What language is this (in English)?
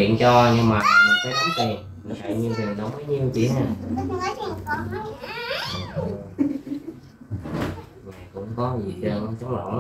Vietnamese